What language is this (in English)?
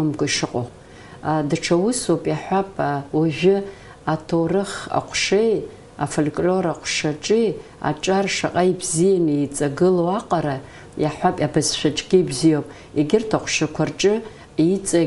Abkhazian